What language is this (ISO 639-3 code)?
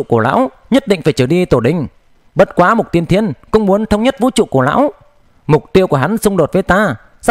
vie